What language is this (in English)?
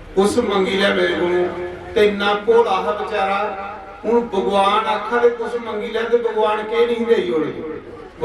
Dogri